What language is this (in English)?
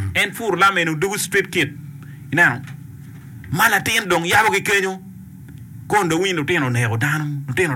Acoli